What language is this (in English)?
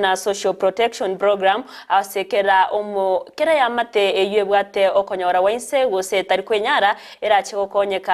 Gusii